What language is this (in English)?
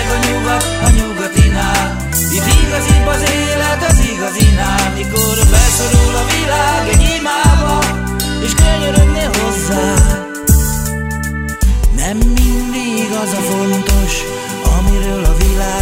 Hungarian